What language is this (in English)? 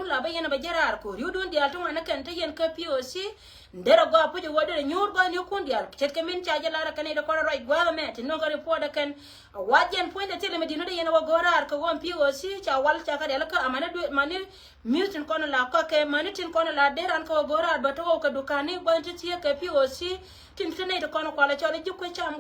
Nuer